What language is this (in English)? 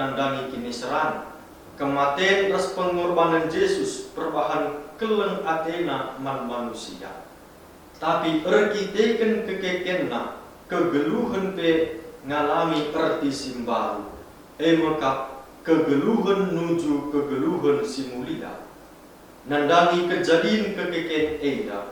Batak Karo